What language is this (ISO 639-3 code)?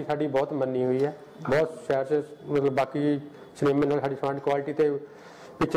pan